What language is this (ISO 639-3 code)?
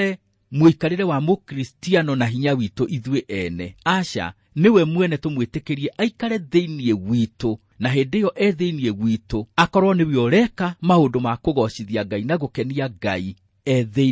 kik